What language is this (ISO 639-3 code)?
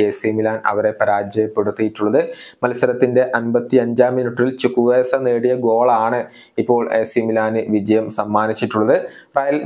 mal